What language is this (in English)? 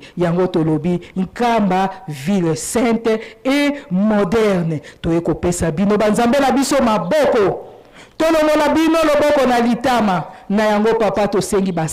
Lingala